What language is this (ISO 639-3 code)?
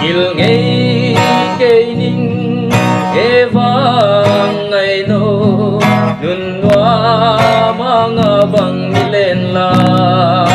pck